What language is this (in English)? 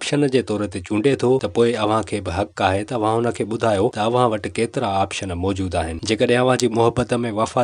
Sindhi